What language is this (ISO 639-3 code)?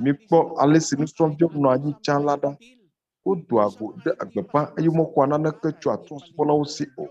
ewe